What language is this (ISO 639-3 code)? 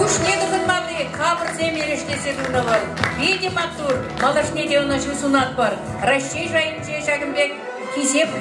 chv